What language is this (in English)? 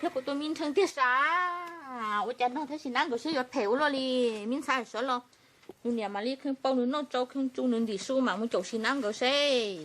Hmong